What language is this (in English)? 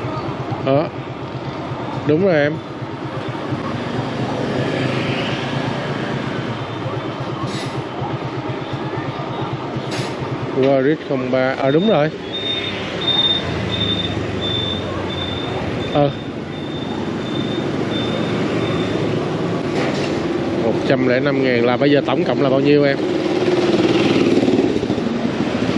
Vietnamese